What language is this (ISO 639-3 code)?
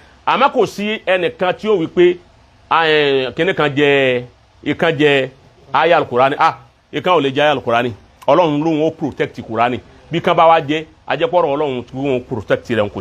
yor